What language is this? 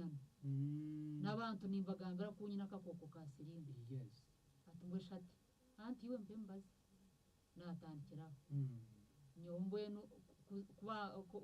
Nyankole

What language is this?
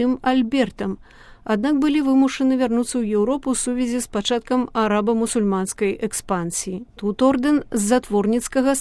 Belarusian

